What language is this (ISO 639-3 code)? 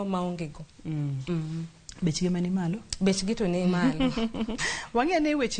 luo